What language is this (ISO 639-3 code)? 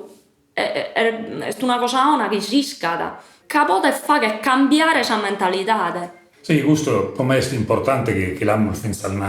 srd